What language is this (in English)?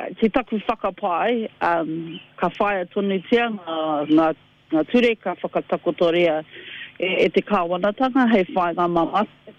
Māori